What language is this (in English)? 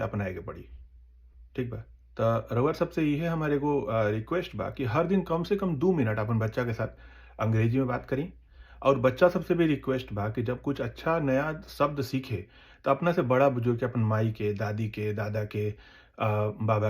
Bhojpuri